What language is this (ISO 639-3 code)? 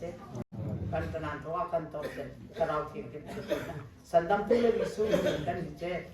hmr